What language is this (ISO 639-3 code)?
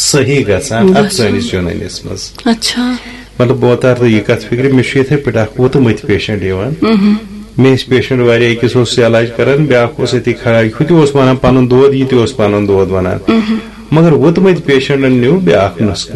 kas